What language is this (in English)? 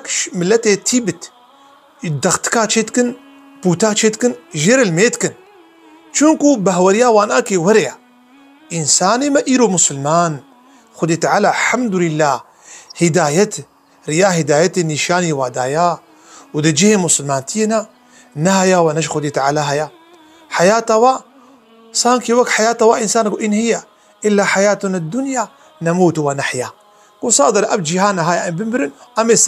Kurdish